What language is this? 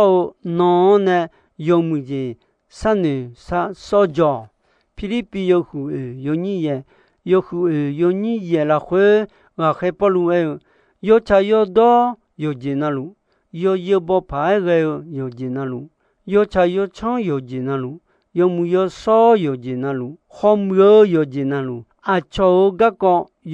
Akha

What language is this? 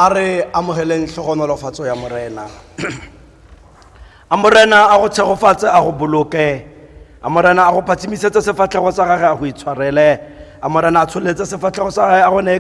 Tswana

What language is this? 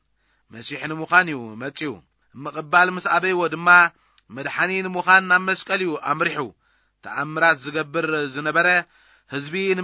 Tigrinya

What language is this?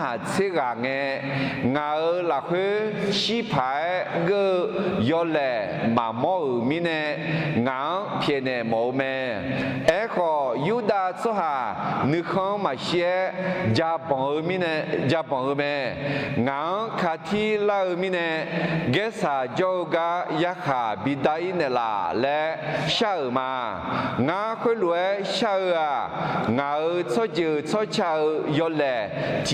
Akha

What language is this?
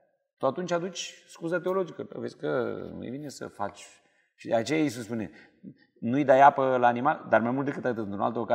Romanian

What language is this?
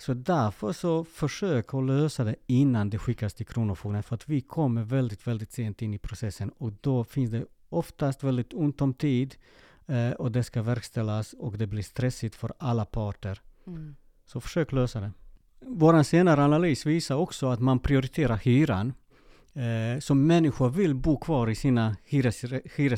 Swedish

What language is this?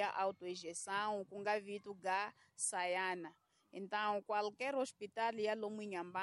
Tsonga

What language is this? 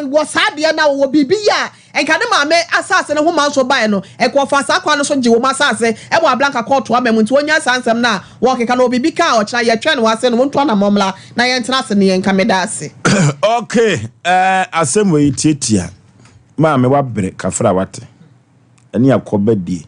Akan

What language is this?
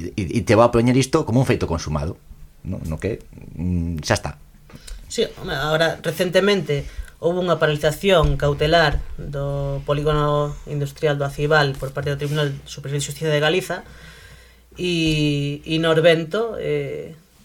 Galician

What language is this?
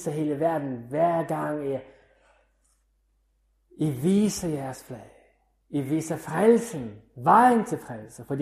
Danish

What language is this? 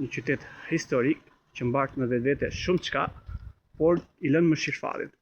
Albanian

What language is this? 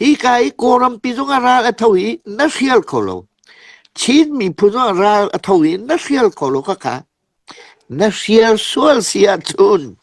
Hakha Chin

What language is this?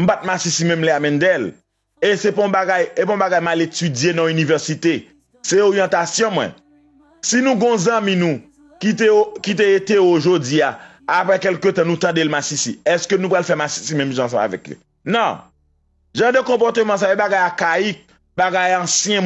Haitian Creole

